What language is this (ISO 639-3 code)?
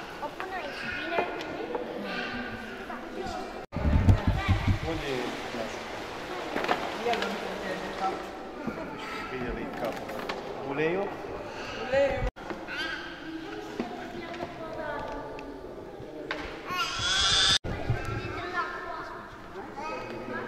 ron